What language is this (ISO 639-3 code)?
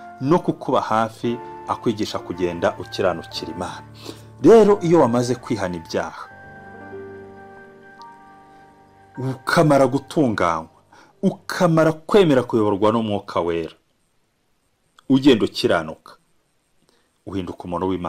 kin